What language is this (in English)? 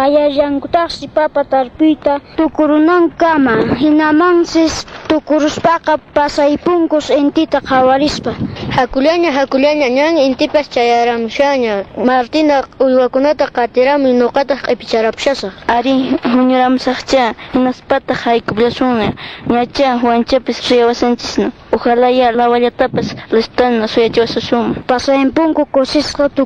Quechua